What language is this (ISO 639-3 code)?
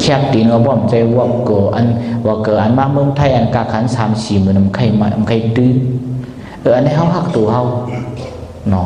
shn